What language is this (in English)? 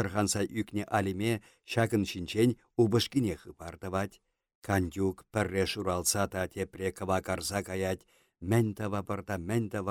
Chuvash